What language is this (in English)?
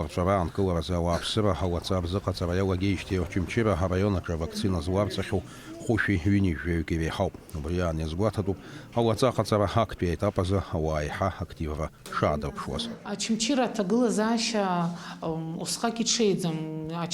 Abkhazian